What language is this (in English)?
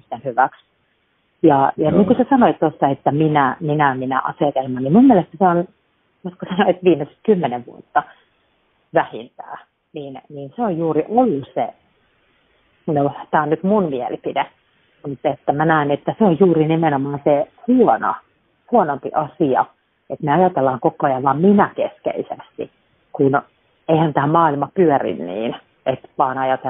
Finnish